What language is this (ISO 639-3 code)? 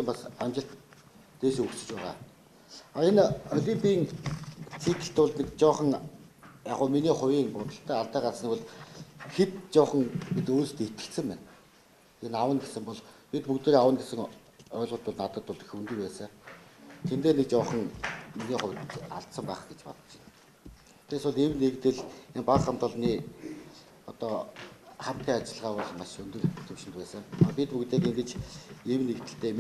mon